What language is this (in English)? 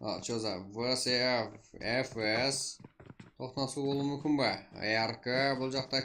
Kara-Kalpak